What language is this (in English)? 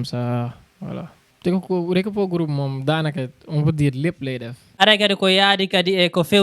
Fula